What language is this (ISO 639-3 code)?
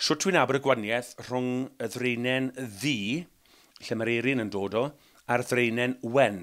cym